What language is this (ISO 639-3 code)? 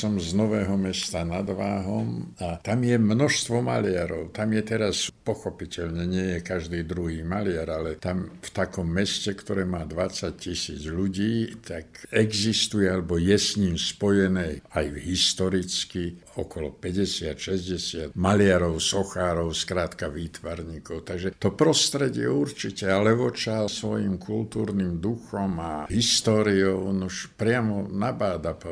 slk